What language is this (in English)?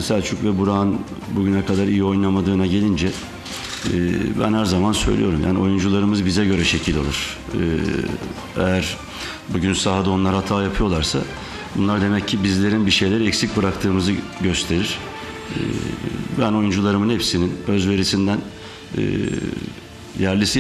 Turkish